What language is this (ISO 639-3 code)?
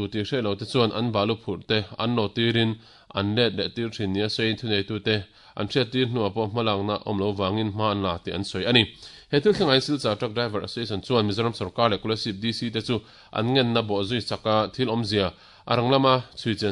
lus